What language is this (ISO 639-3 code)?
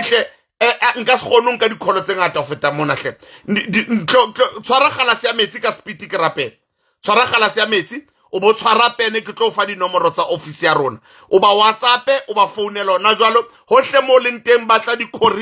sot